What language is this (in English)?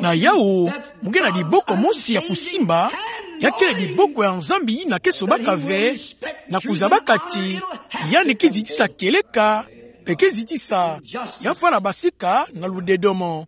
Kituba (Democratic Republic of Congo)